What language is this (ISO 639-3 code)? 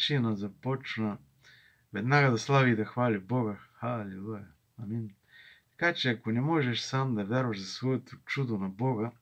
bul